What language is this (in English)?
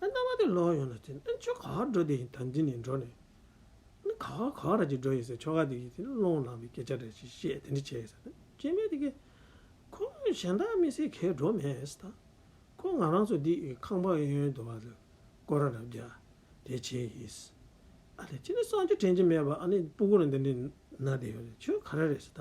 Tibetan